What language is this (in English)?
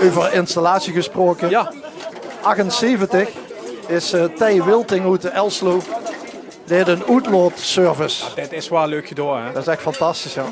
Limburgish